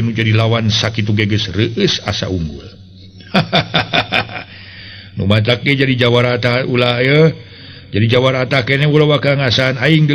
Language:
Sundanese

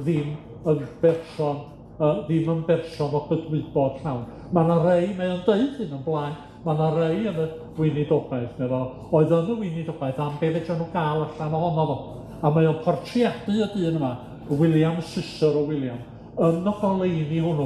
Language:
Welsh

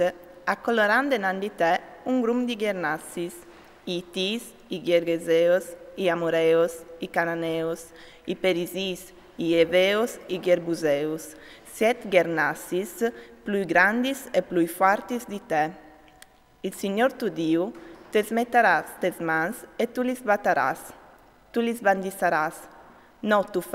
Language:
Friulian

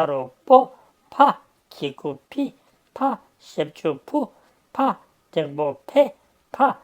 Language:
Tibetan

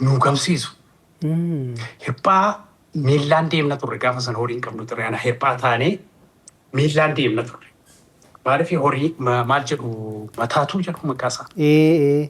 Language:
Oromo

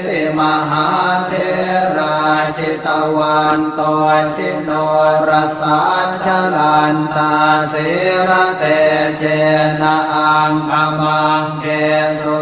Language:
Pali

